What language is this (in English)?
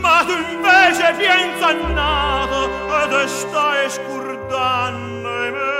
Neapolitan